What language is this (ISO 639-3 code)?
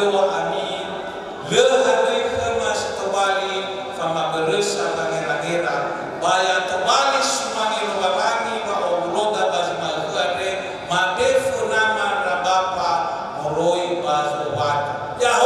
nia